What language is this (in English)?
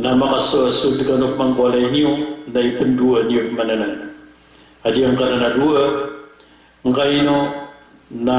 Maranao